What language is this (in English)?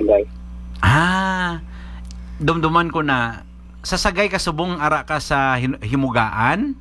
Hiligaynon